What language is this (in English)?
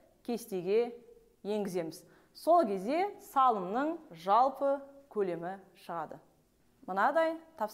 Kazakh